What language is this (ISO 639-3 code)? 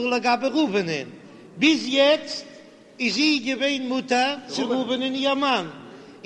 yid